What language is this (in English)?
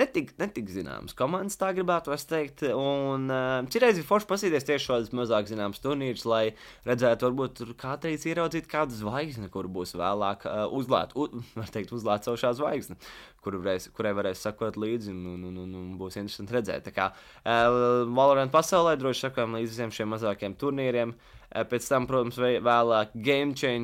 Latvian